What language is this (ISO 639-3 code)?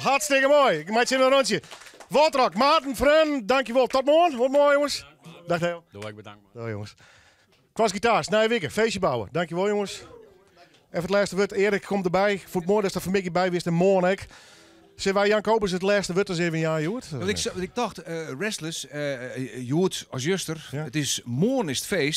fry